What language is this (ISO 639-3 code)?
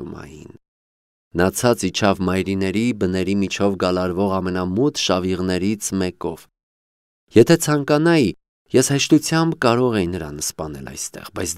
hye